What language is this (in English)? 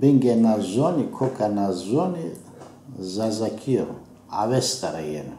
Zaza